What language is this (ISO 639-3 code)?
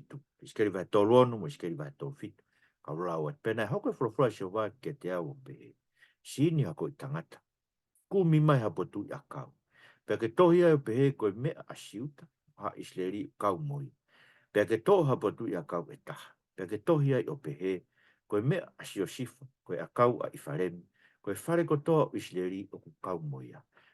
ton